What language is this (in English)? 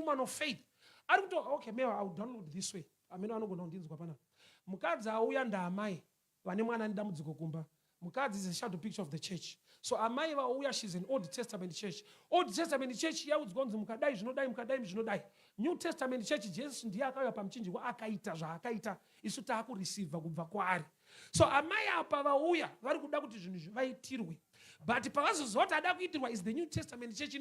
Shona